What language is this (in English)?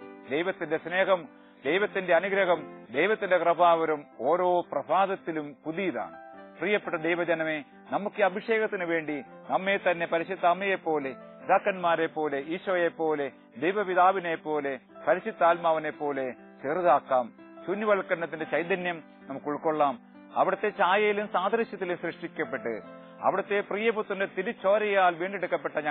Malayalam